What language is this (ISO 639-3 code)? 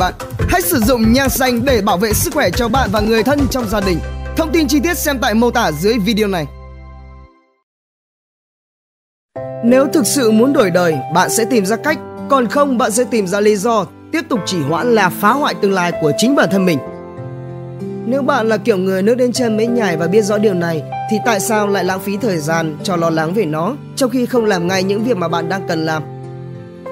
vie